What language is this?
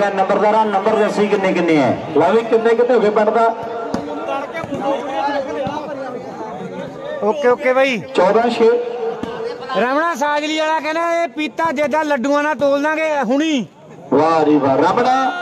Punjabi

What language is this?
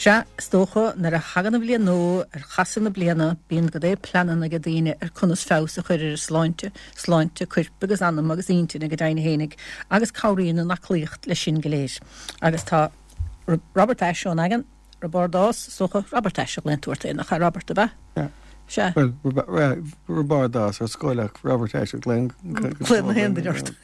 Irish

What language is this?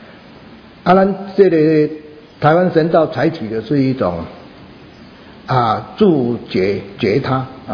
Chinese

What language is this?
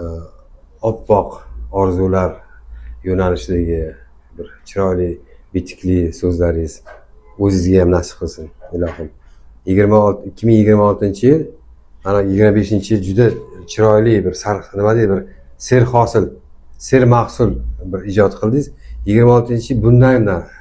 Uzbek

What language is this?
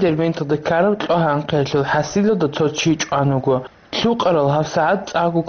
Avaric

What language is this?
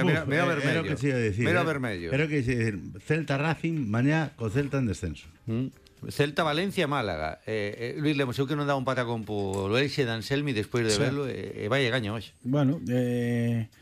Galician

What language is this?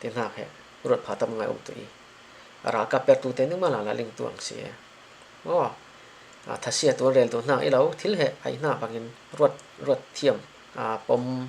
Falam Chin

